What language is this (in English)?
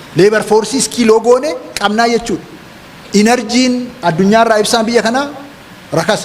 Oromo